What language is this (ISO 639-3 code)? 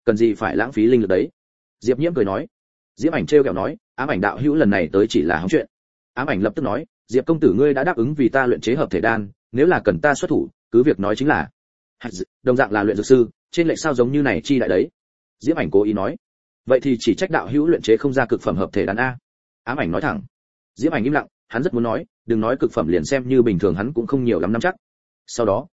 vie